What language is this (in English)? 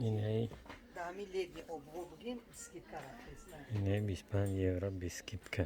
Tajik